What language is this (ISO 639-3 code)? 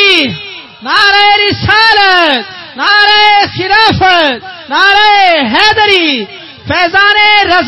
skr